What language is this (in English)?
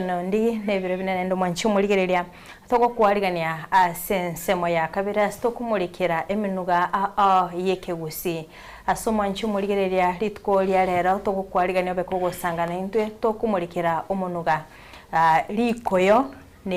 Gusii